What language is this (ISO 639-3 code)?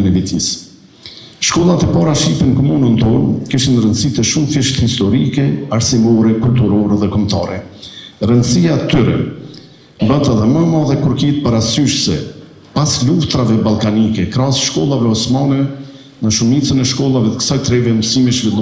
sqi